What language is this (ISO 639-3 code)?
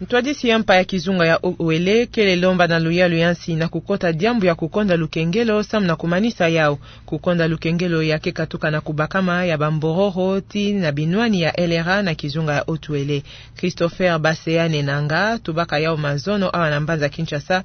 ktu